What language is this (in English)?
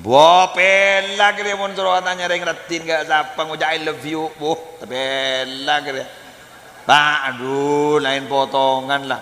Madurese